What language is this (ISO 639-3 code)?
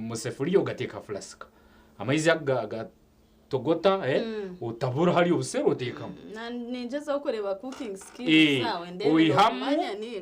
nyn